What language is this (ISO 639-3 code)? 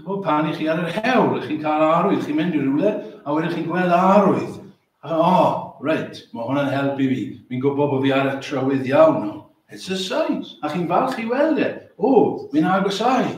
cym